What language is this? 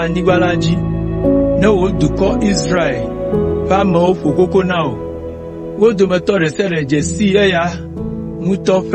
Ewe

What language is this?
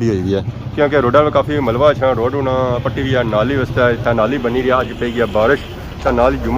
Pahari-Potwari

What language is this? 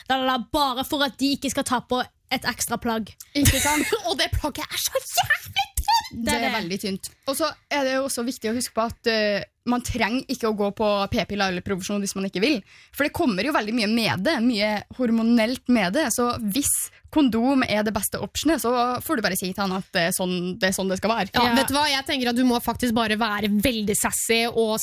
Norwegian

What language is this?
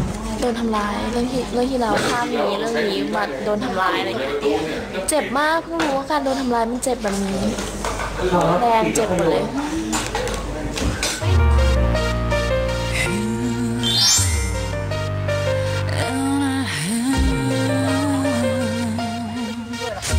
Thai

